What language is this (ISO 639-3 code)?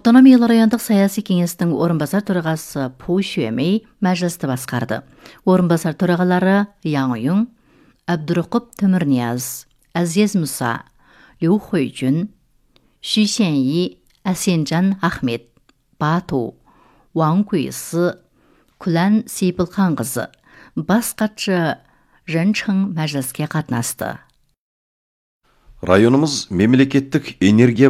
kaz